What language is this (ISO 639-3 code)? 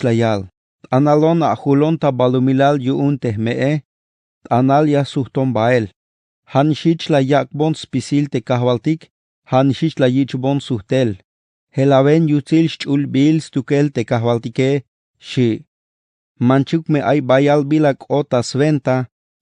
tzh